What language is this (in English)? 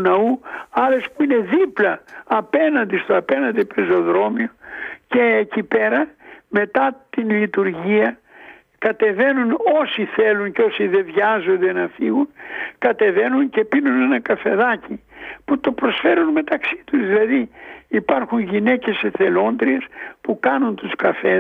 Greek